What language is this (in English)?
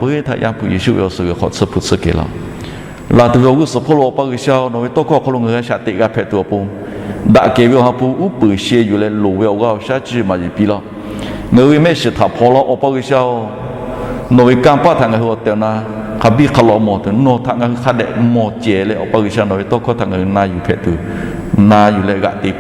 Lahu